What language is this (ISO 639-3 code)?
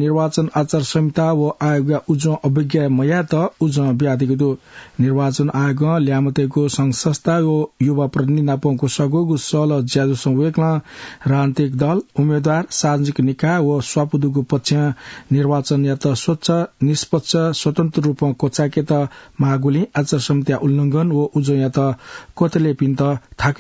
new